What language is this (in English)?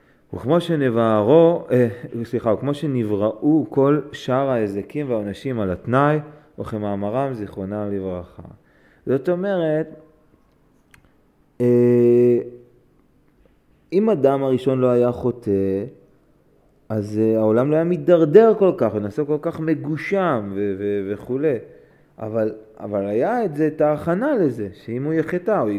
Hebrew